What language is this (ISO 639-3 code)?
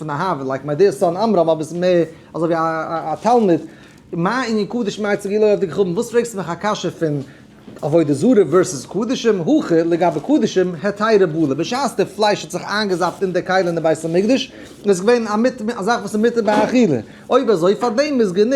yid